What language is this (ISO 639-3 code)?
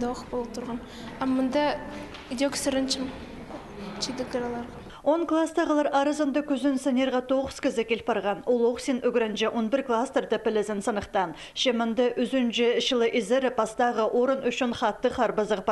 kjh